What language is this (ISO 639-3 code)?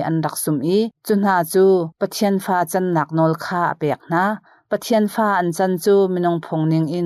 cnh